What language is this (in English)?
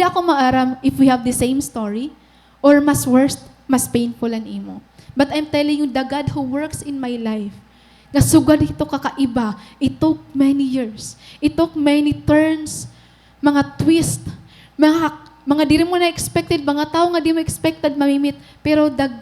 Waray